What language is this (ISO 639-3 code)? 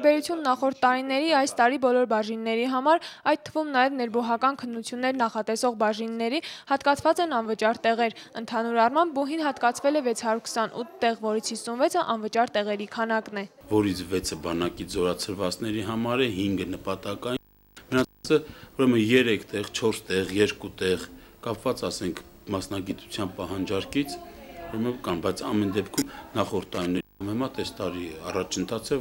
hye